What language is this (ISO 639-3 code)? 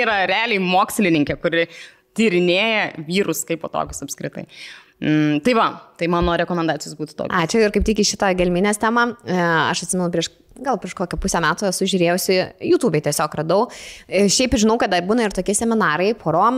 lit